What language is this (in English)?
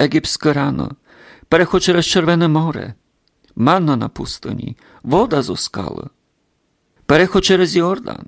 Rusyn